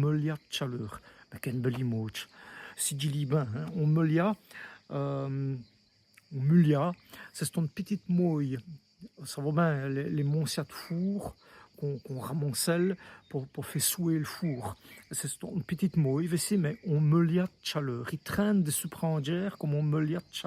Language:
Walloon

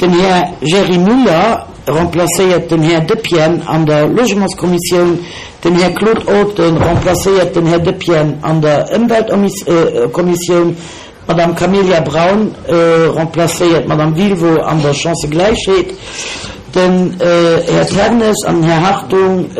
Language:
Luxembourgish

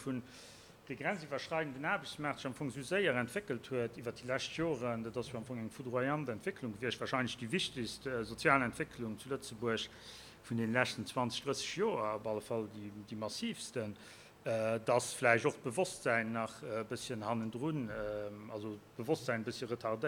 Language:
Luxembourgish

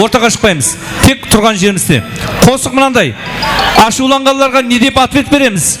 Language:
Kara-Kalpak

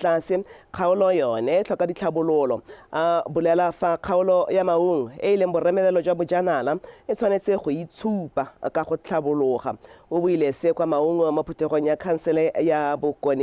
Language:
Tswana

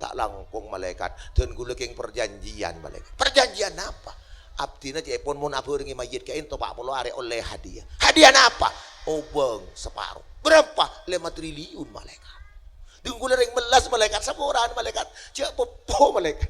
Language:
Madurese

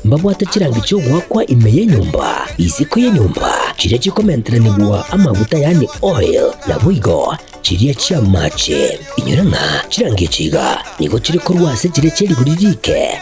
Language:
Gusii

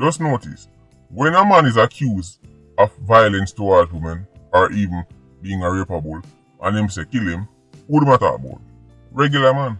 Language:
Jamaican Creole English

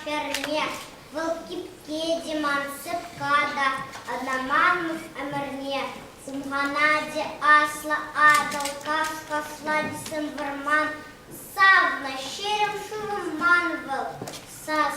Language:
Chuvash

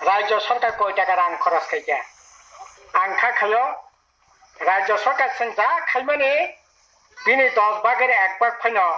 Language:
Kok Borok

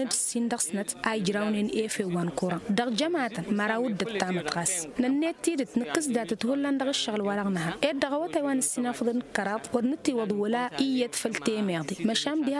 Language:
Tamasheq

